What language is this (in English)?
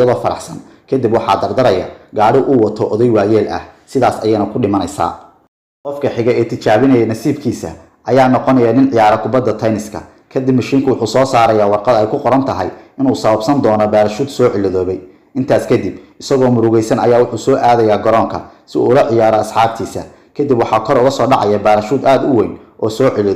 Somali